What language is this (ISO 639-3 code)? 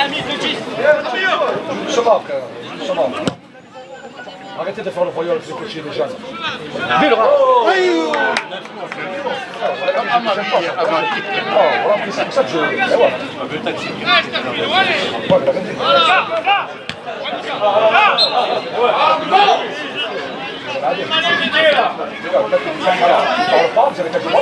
fra